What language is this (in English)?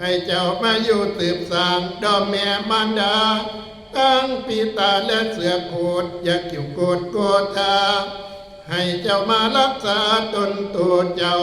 Northeastern Thai